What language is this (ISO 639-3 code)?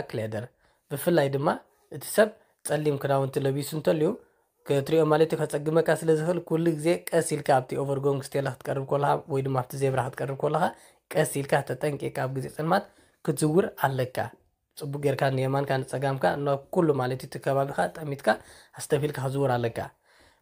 tir